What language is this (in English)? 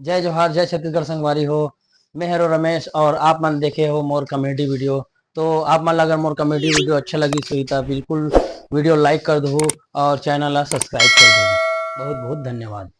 Chhattisgarhi